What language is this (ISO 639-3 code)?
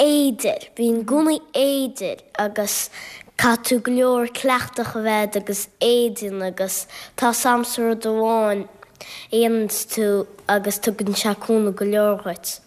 gle